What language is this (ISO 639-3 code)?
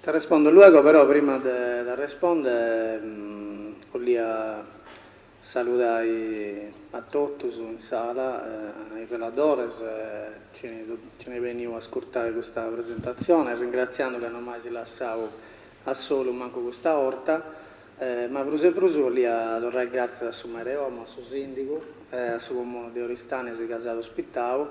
srd